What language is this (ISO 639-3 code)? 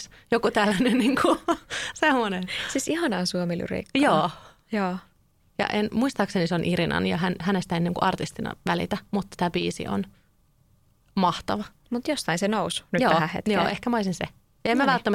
fin